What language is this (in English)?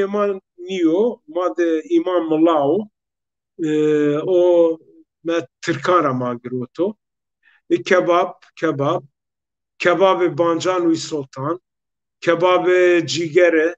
Zaza